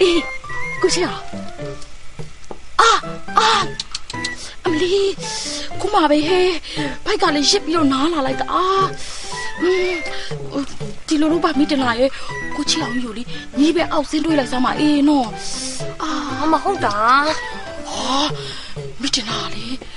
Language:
Burmese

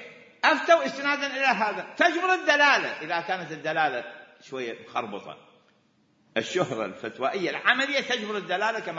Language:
Mesopotamian Arabic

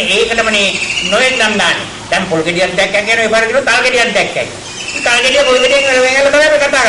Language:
Sinhala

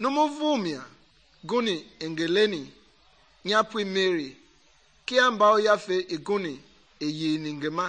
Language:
Mende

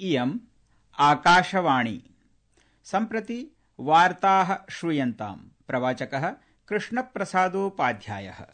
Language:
Sanskrit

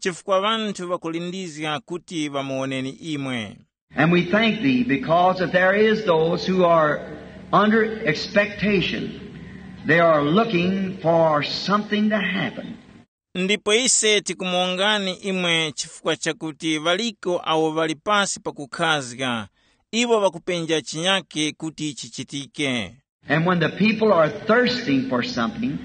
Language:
Tumbuka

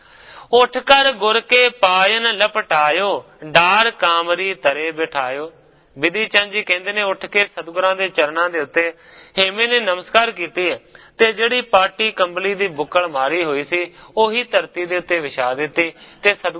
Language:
Punjabi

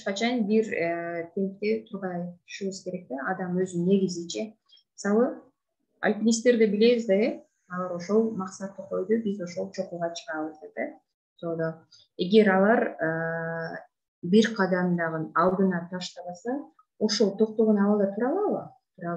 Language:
Kyrgyz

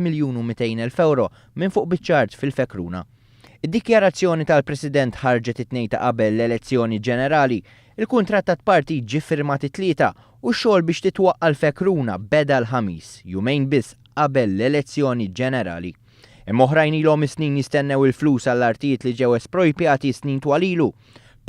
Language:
Maltese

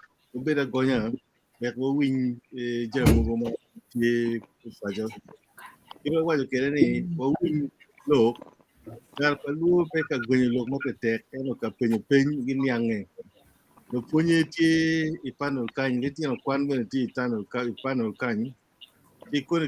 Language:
Acoli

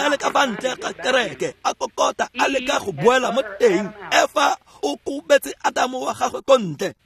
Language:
Tswana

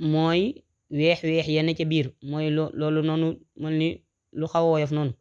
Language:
Wolof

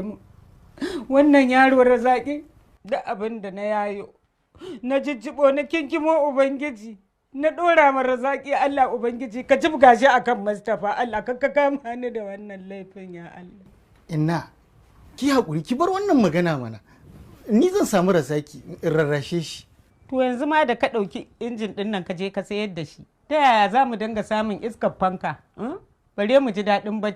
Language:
Hausa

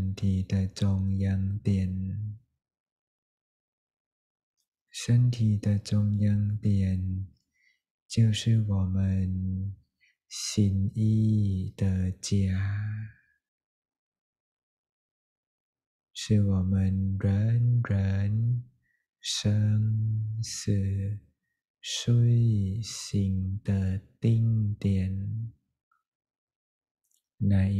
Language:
Chinese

